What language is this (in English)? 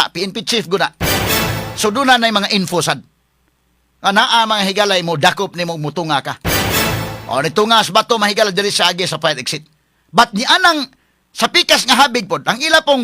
Cebuano